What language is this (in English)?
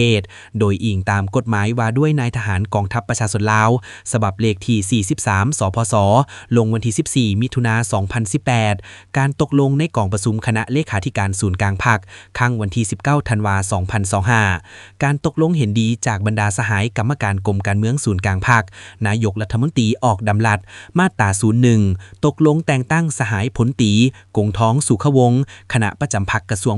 Lao